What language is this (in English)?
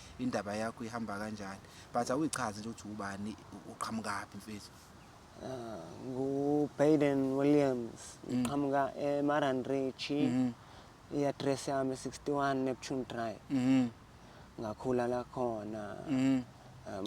Zulu